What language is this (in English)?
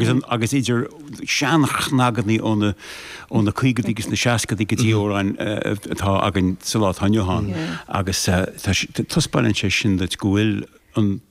Irish